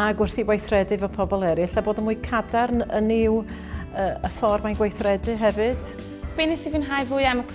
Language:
Welsh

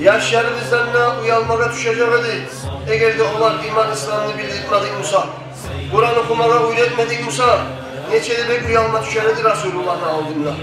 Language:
Kumyk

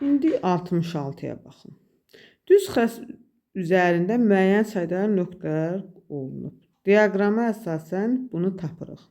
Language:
Azerbaijani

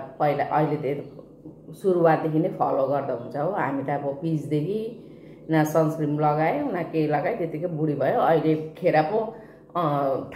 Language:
Nepali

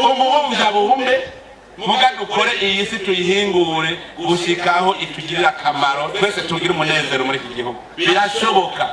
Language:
Rundi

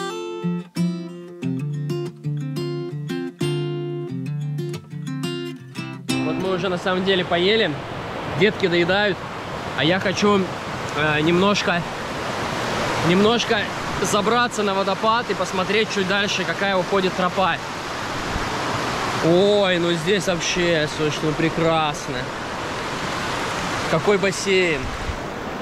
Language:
Russian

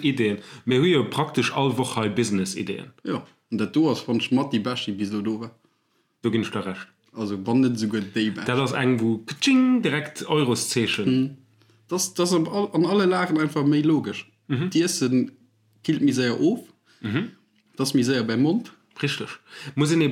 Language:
Luxembourgish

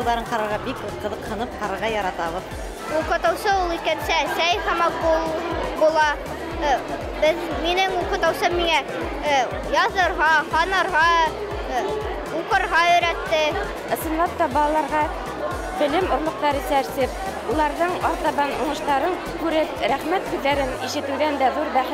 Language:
Bashkir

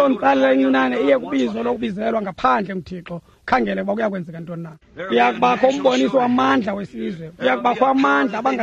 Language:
Xhosa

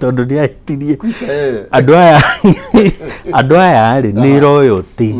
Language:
Kikuyu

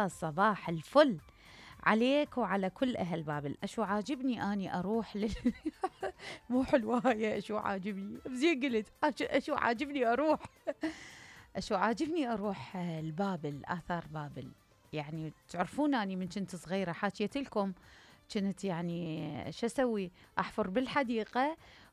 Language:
Mesopotamian Arabic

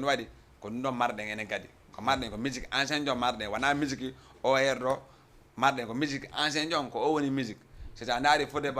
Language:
Fula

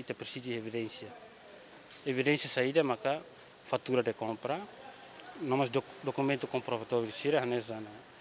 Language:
Tetum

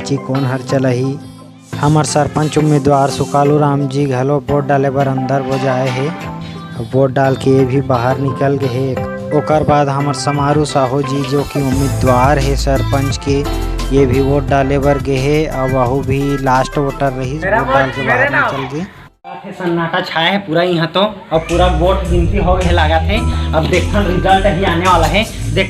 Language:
Chhattisgarhi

